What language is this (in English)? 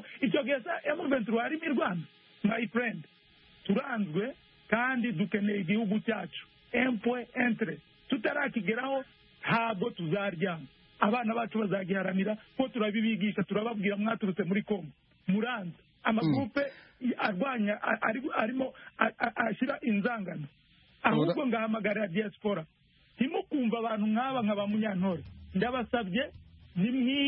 Kinyarwanda